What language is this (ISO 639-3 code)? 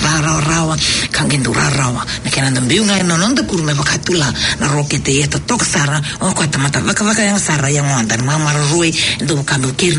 fij